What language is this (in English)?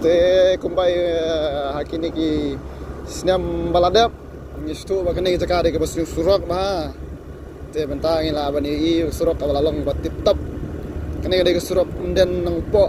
Khasi